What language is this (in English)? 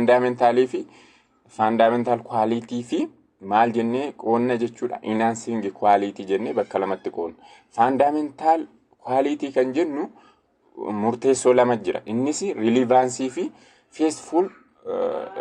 Oromo